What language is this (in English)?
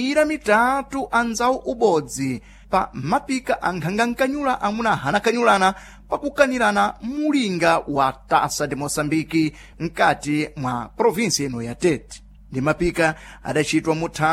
Sena